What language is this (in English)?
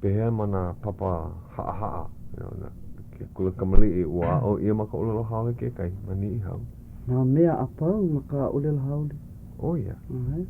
Hawaiian